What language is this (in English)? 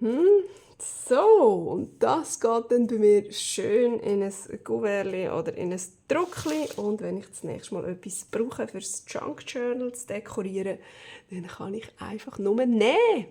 Swiss German